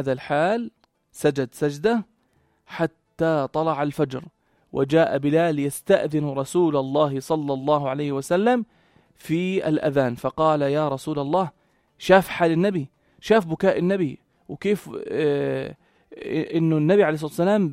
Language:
North Levantine Arabic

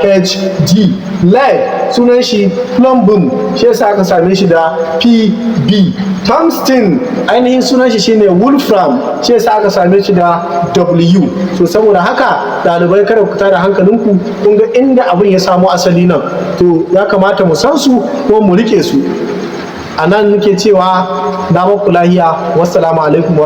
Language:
Hausa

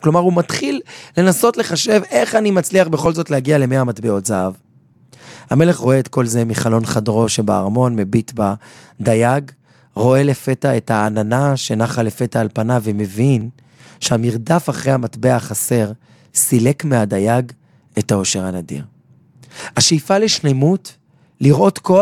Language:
Hebrew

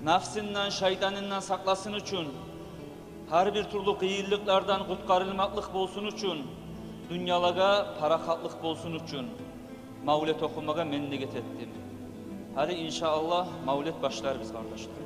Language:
Kumyk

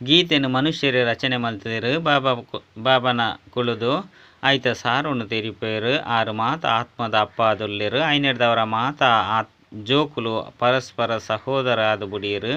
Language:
Tulu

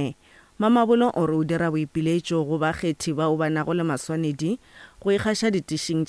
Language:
Northern Sotho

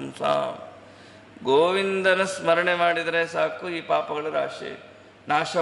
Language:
Kannada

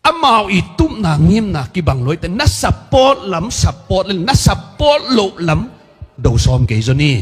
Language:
Tedim Chin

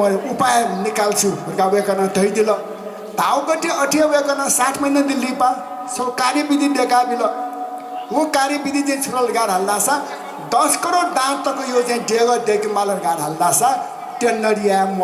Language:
Newari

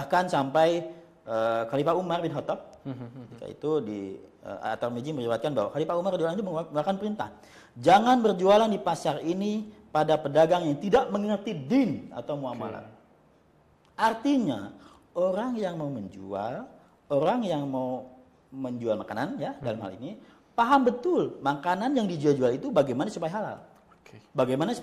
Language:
Indonesian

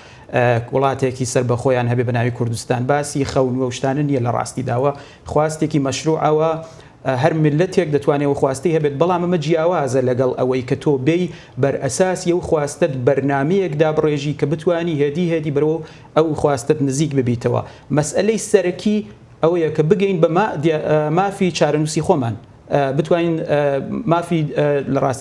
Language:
Central Kurdish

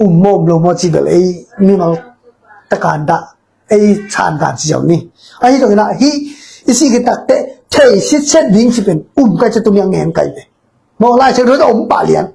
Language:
Tedim Chin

